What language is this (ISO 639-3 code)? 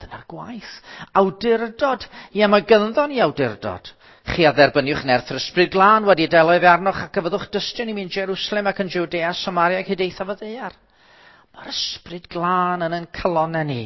cym